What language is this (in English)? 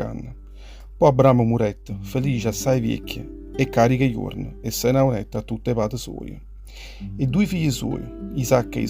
Neapolitan